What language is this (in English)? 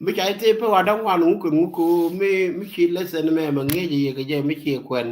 Nuer